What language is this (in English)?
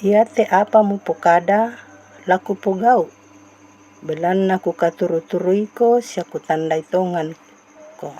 Toraja-Sa'dan